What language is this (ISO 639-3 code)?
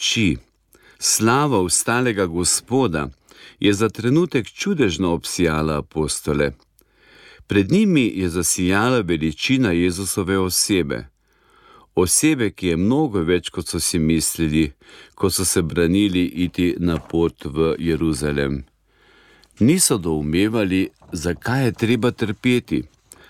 slv